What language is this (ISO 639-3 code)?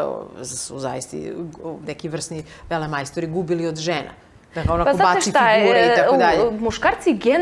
srp